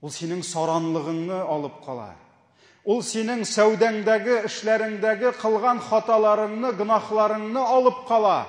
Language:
Tatar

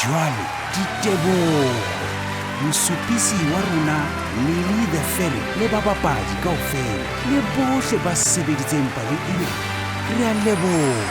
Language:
Southern Sotho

